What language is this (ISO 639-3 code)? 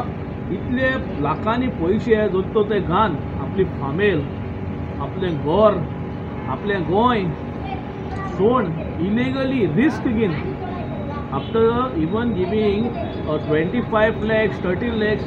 kok